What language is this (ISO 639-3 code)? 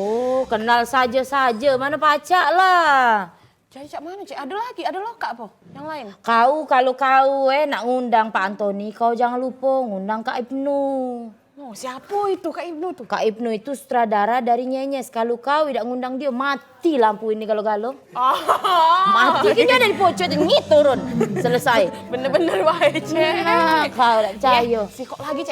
mui